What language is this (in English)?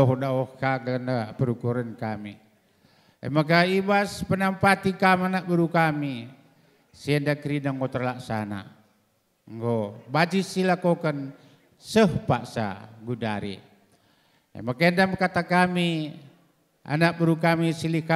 Batak Karo